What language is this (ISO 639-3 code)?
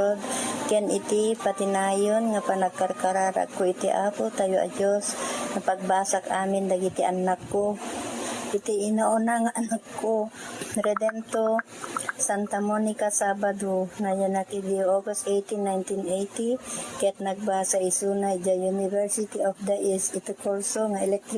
ilo